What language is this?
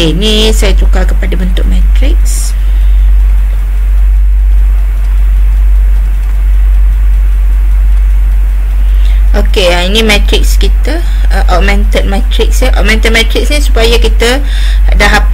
Malay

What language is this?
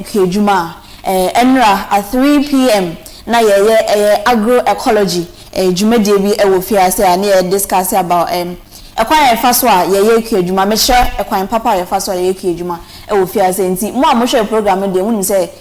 Akan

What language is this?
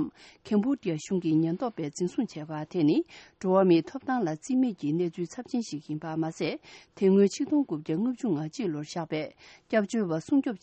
Tibetan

